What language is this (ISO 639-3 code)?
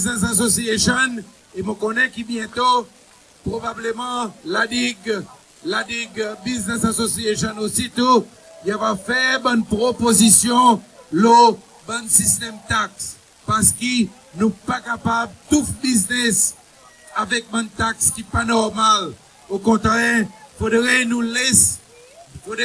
crs